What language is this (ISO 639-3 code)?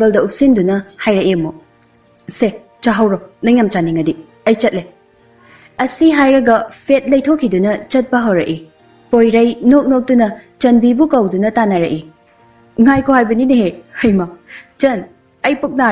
mni